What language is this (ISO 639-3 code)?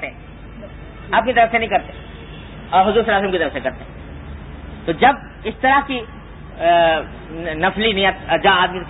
urd